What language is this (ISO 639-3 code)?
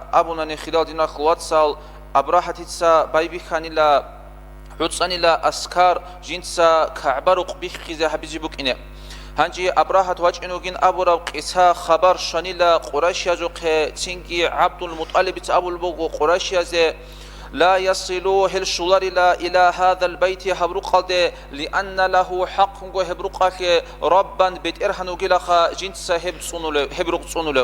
ava